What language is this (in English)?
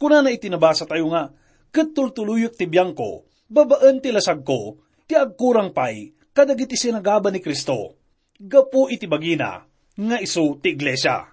Iloko